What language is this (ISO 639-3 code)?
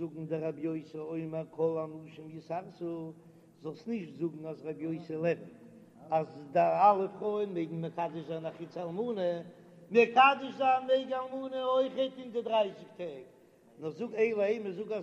yid